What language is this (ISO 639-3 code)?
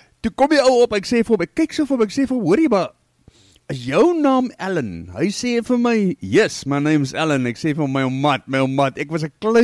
afr